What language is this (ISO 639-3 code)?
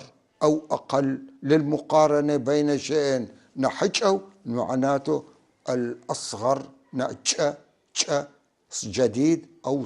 apc